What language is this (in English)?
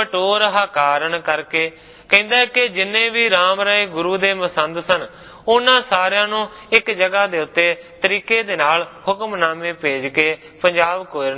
Punjabi